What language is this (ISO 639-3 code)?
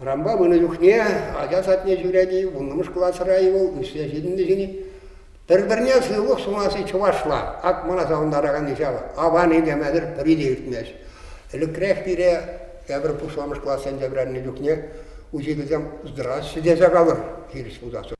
chv